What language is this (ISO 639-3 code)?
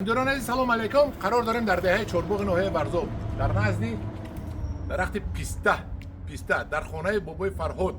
tgk